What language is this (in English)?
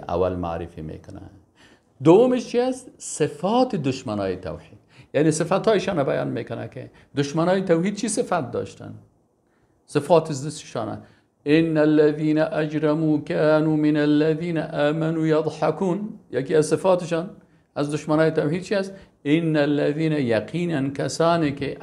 Persian